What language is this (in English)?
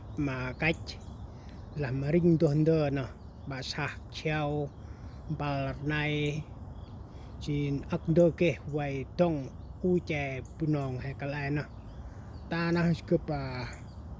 Central Mnong